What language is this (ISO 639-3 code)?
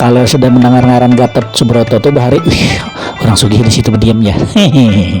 bjn